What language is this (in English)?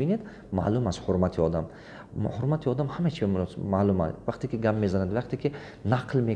Tajik